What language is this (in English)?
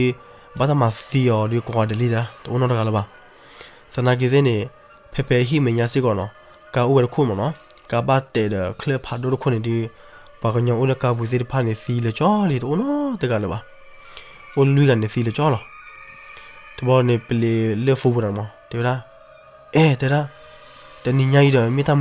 S'gaw Karen